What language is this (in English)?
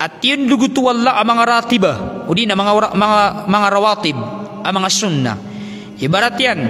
Maranao